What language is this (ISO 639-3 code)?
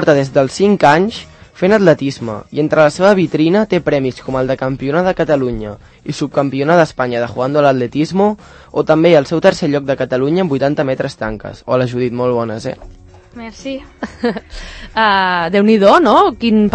cat